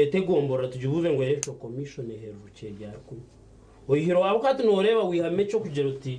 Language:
Nyankole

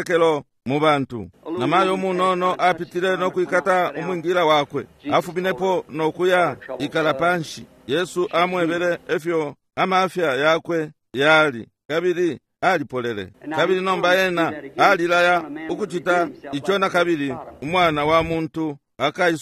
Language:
Bemba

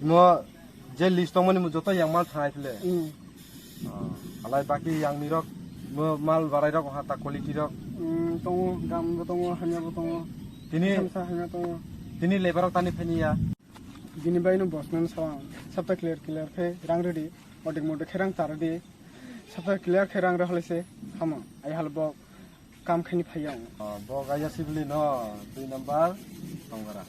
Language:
Kok Borok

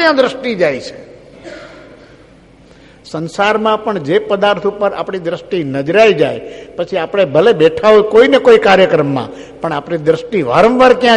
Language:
Gujarati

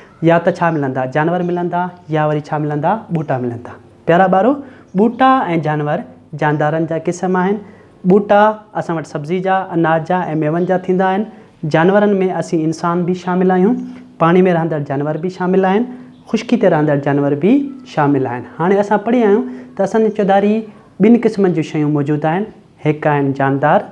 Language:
Sindhi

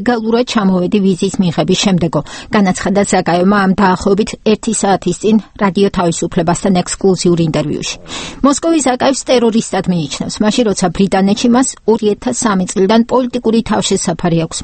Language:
Georgian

